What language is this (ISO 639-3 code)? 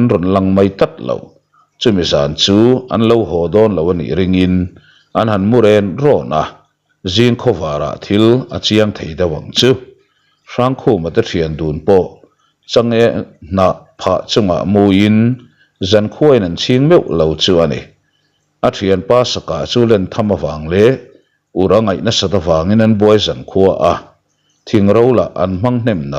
lus